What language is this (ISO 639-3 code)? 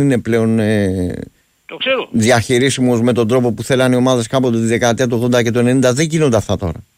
ell